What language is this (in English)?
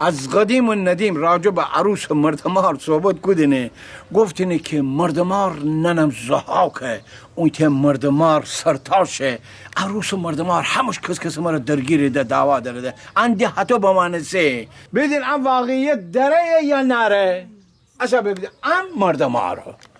Gilaki